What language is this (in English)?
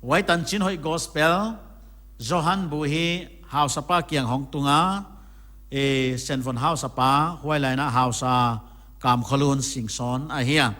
Paite Chin